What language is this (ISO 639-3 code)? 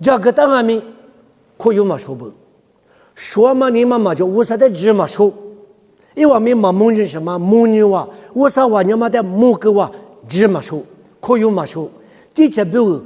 lis